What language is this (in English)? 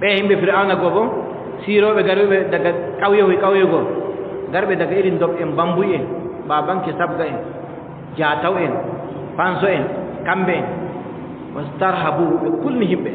Adamawa Fulfulde